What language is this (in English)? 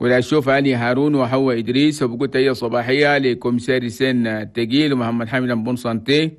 Chadian Arabic